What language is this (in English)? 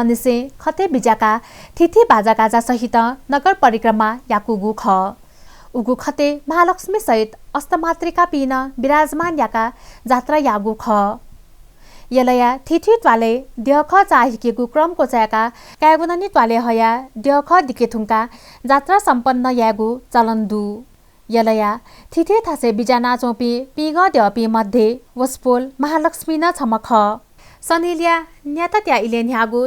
Newari